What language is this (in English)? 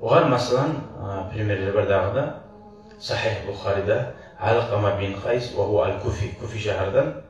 Kumyk